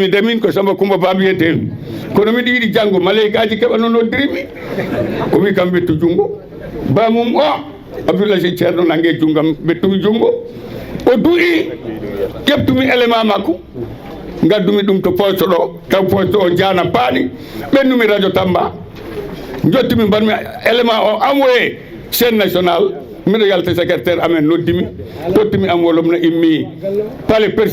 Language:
Fula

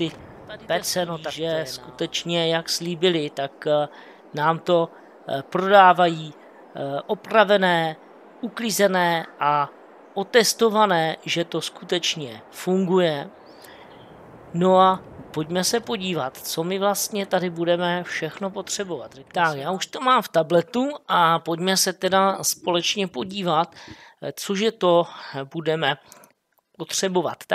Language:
Czech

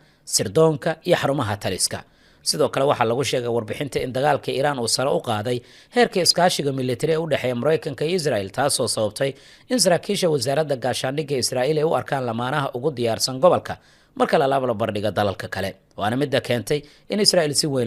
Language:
Somali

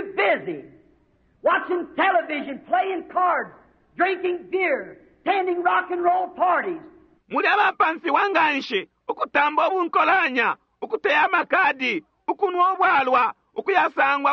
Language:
Bemba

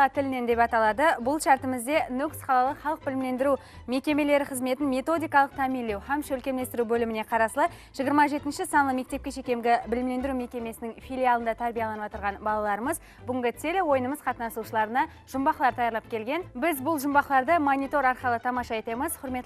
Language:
Kara-Kalpak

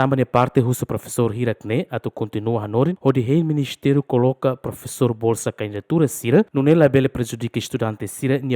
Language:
Tetum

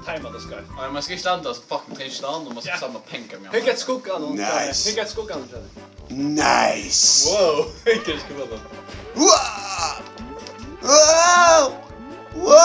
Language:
Faroese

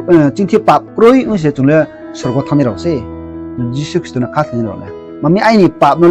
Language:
Riang (India)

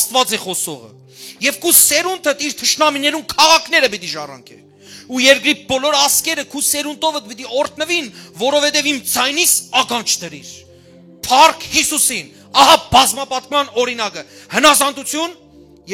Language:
Western Armenian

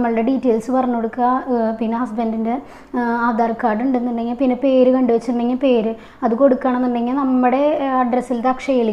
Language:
Malayalam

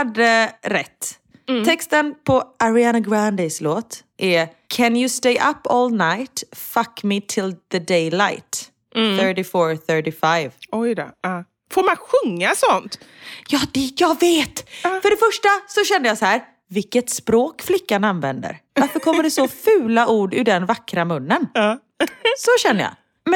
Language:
Swedish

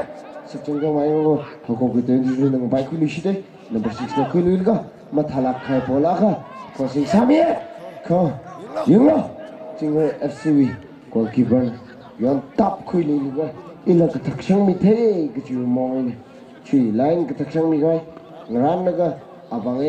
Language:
Tangkhul Naga (India)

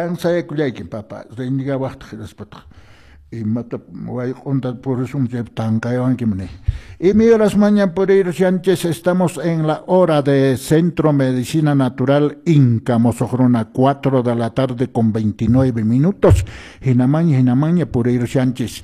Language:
Quechua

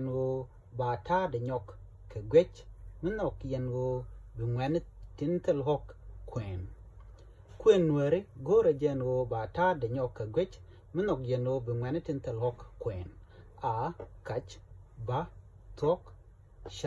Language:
Nuer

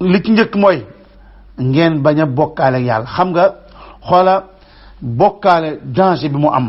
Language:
Wolof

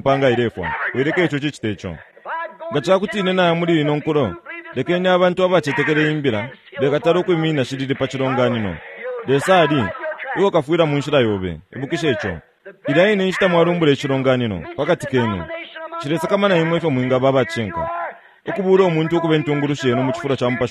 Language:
Bemba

